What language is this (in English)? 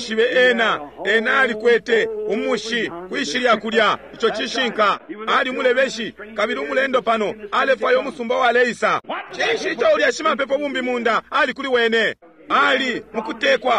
Bemba